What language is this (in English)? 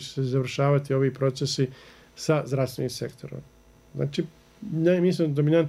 Bosnian